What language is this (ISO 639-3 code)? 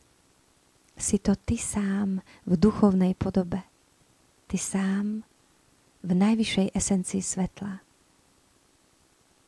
slk